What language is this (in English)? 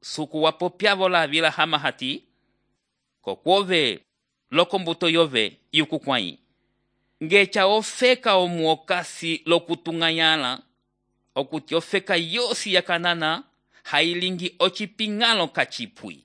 Umbundu